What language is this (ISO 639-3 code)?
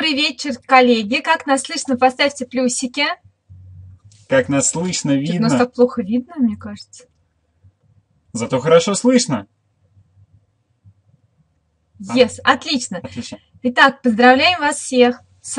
rus